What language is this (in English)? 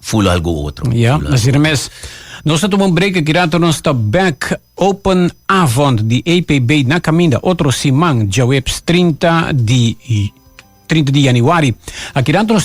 Papiamento